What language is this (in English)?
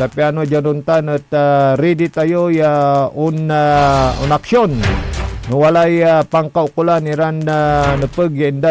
Pangasinan